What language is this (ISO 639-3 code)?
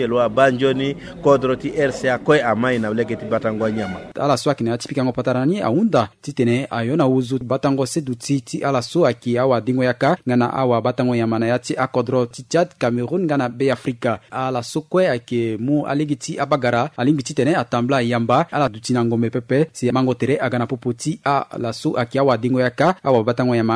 sag